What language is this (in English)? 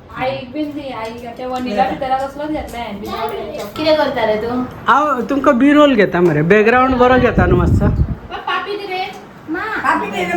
Konkani